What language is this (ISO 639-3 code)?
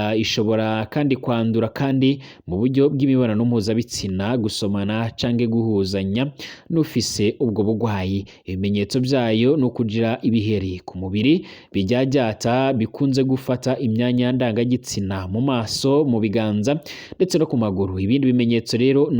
run